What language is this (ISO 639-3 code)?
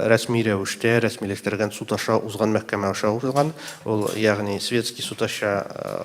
tat